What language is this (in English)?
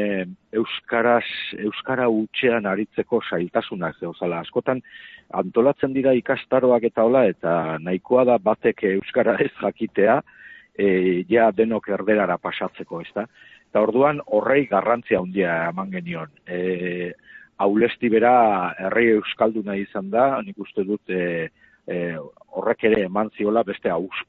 Basque